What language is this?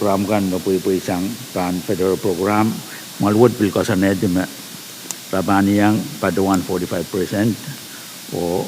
Pohnpeian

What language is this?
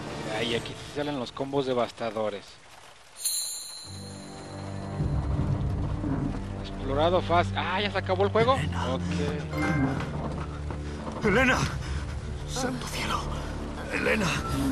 Spanish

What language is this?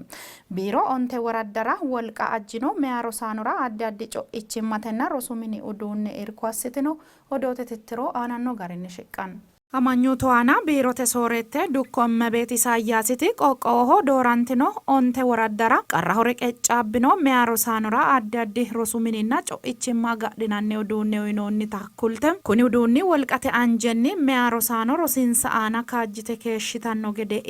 Sidamo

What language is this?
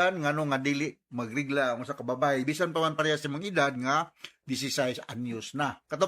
Cebuano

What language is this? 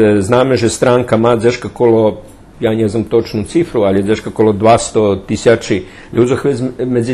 Rusyn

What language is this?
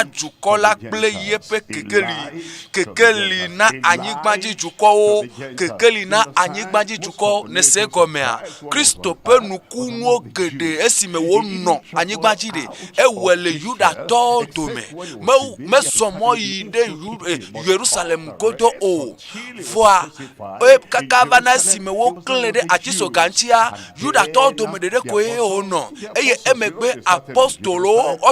Ewe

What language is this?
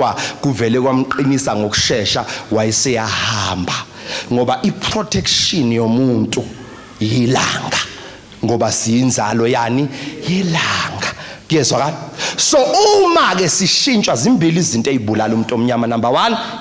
Zulu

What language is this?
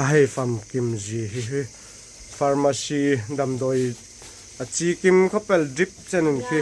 Hmar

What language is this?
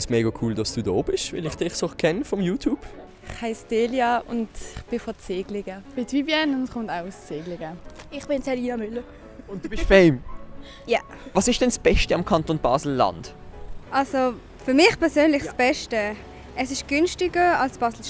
Swiss German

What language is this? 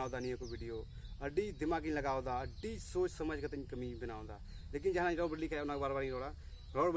Santali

